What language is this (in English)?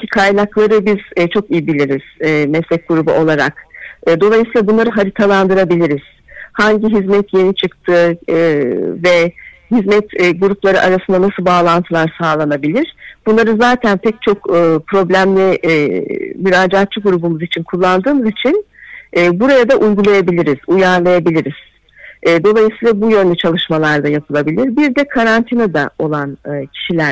Turkish